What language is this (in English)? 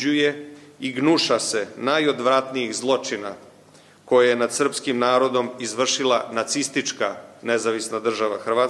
Serbian